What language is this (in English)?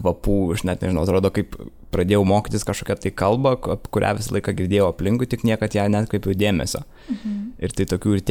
Lithuanian